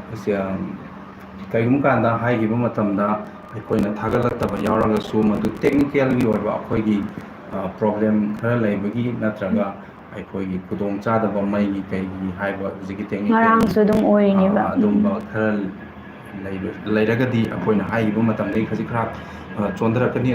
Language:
Manipuri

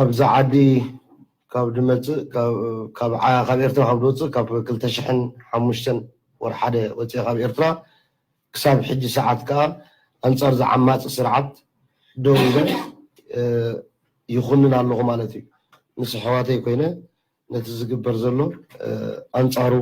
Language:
Tigrinya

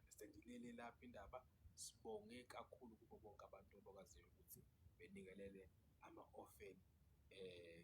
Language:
Zulu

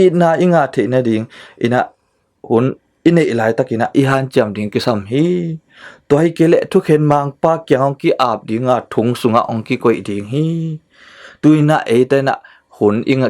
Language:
Tedim Chin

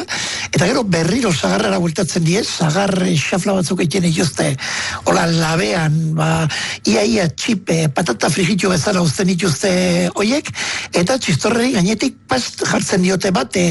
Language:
Basque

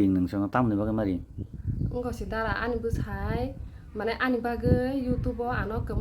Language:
Kok Borok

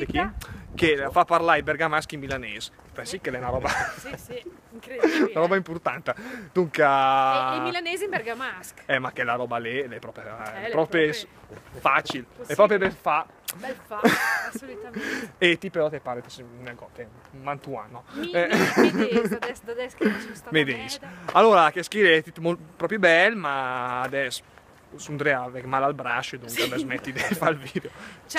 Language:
Lombard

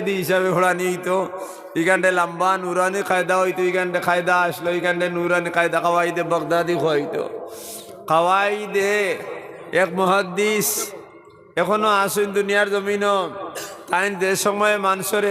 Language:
Sylheti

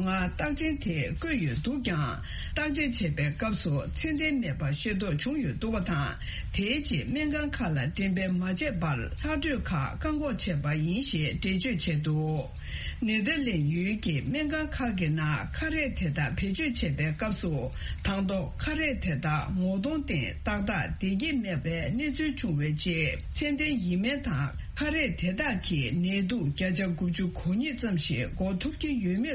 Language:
Tibetan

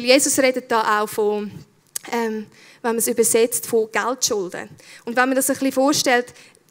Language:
Swiss German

